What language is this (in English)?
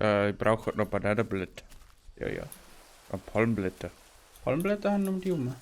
Bavarian